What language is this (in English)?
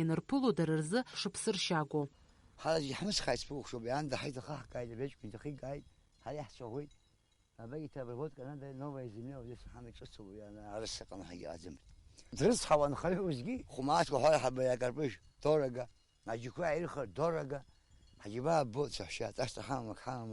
Abkhazian